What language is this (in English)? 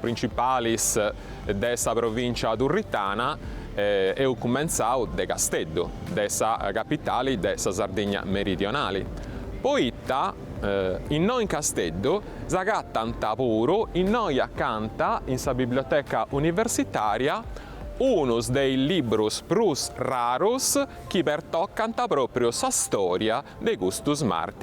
Sardinian